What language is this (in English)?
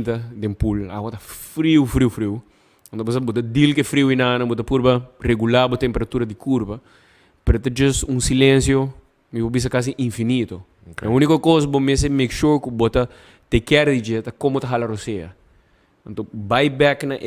Papiamento